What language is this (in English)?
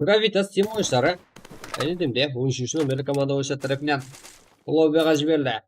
Kara-Kalpak